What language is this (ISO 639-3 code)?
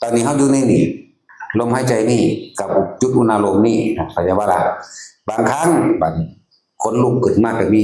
tts